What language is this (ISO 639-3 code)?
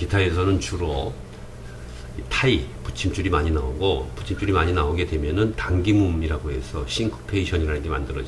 kor